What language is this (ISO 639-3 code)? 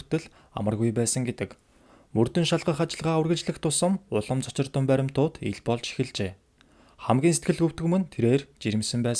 mon